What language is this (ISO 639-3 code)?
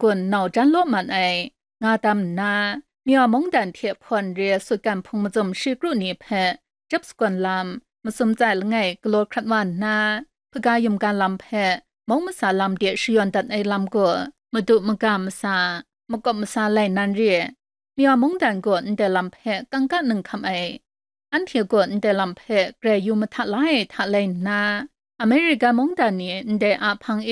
kac